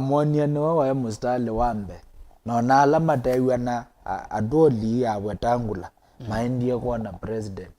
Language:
Kamba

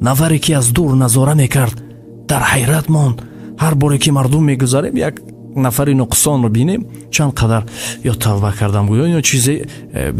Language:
Tajik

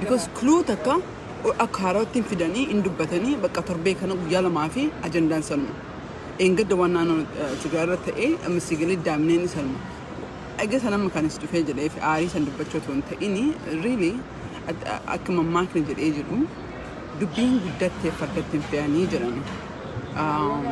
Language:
Oromo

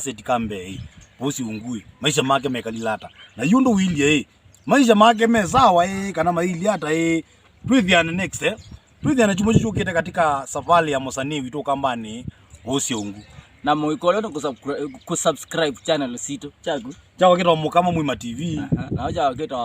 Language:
Kamba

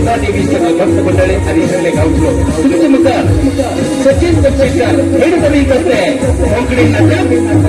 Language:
Konkani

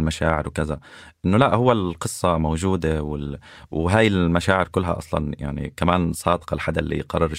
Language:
North Levantine Arabic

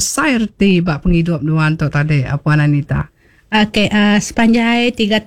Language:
Iban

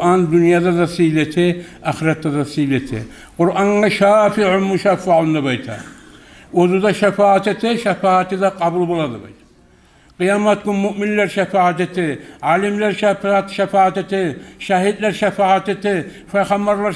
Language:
Kumyk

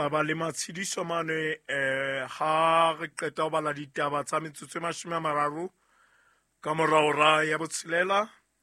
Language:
Southern Sotho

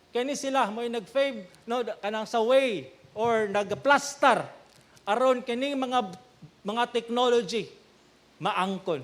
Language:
Cebuano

